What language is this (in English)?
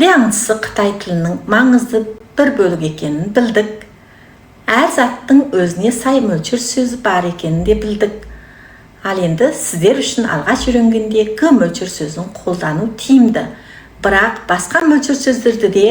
Kazakh